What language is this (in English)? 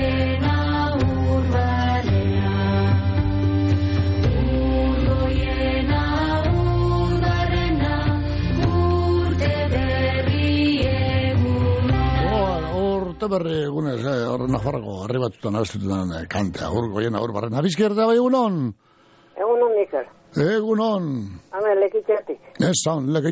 Basque